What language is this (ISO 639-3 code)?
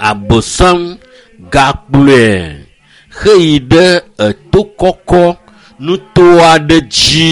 ewe